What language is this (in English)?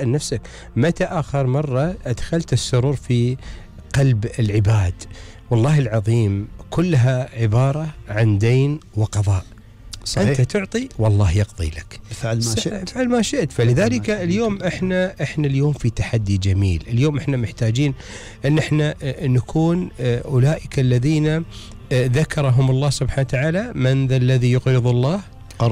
Gulf Arabic